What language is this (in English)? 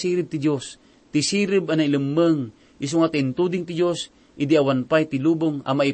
Iloko